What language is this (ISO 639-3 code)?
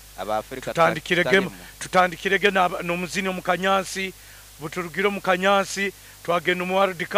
nyo